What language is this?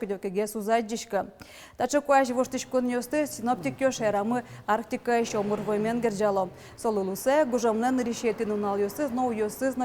Udmurt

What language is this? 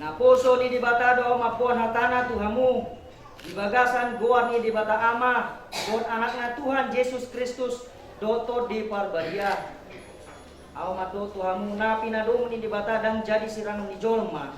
Batak Toba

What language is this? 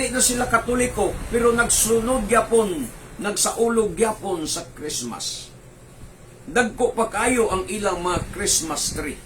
Cebuano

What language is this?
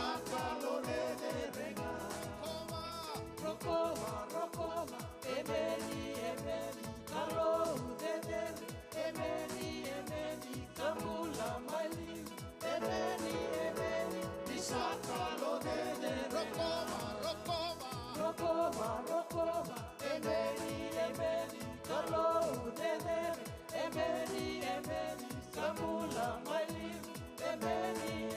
Fijian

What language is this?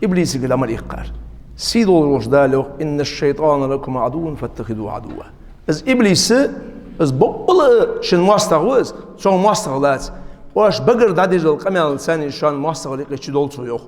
Ingush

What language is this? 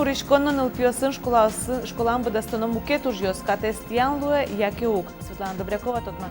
Udmurt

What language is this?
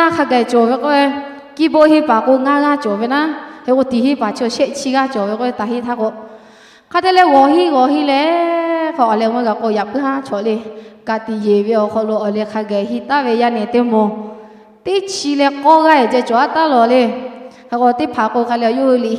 Lahu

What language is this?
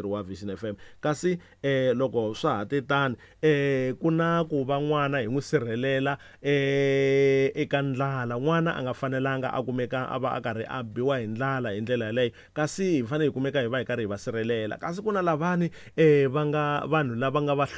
Tsonga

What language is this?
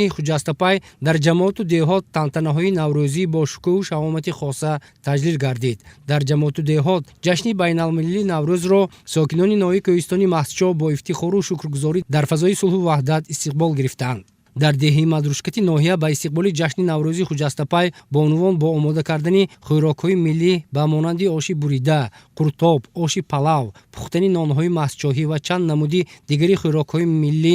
Tajik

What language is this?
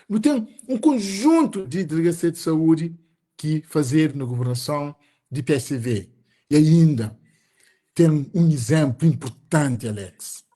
Kabuverdianu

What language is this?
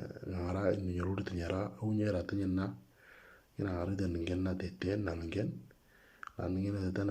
Moro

